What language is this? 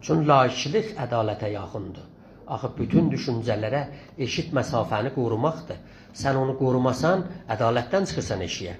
South Azerbaijani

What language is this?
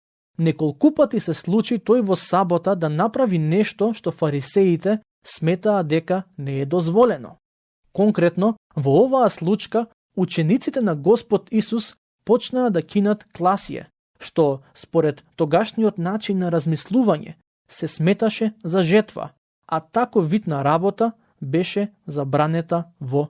Macedonian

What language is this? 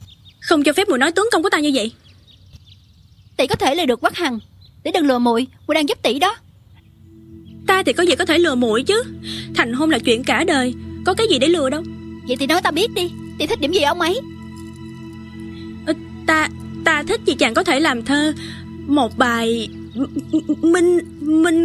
Vietnamese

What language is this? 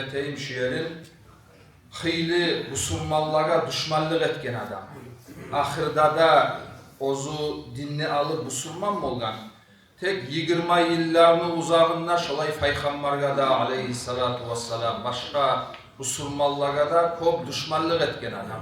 Kumyk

